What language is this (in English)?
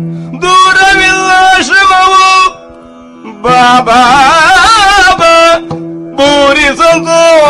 Kannada